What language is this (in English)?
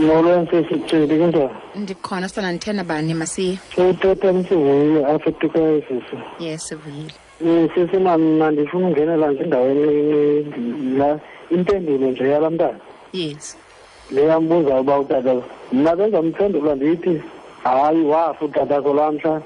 Xhosa